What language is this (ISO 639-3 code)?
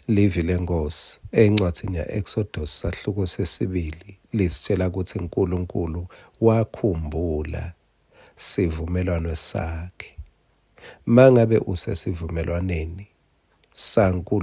ssw